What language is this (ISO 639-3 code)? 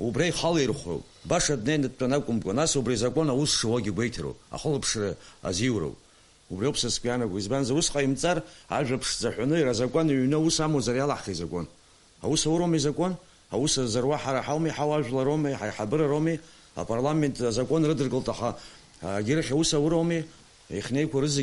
abk